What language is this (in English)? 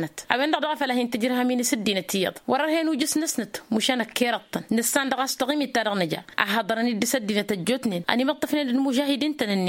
Tamasheq